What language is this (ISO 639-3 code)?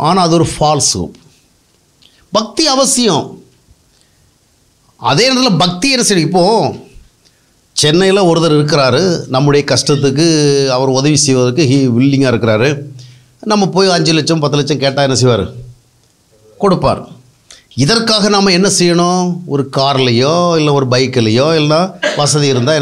tam